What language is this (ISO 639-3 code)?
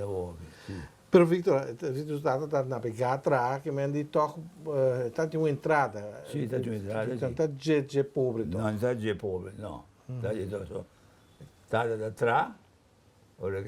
pap